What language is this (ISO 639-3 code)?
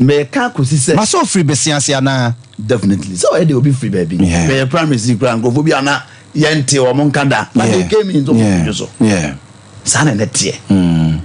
aka